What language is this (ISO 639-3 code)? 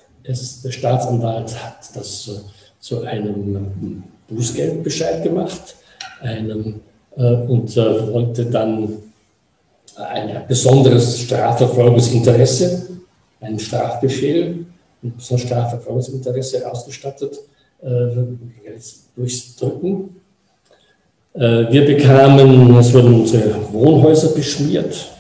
deu